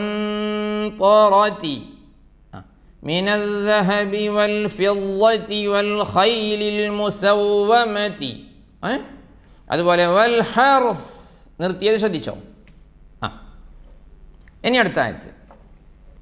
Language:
Malayalam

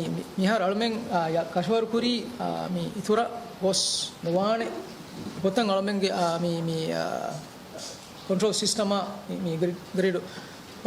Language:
Divehi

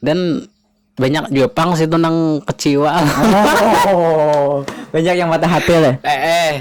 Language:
Banjar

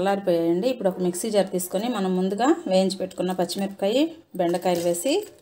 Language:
Telugu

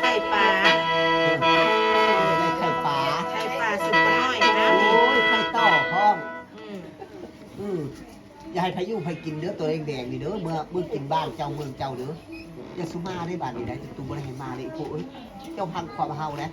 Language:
Northeastern Thai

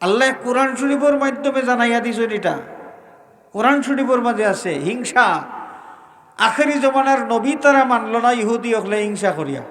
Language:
Sylheti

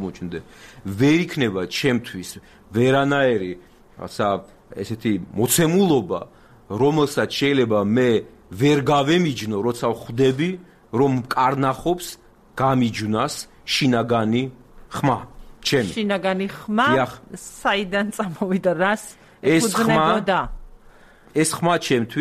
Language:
Georgian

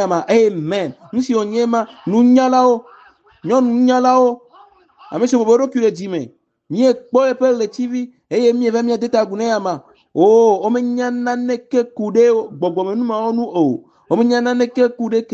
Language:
Ewe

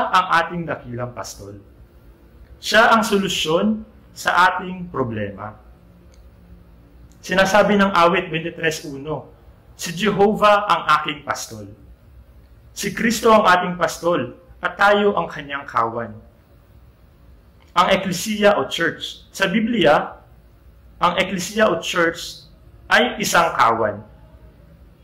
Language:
Filipino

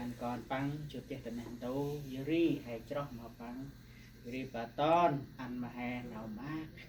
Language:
Central Mnong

